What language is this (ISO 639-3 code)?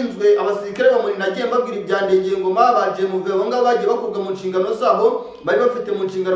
kin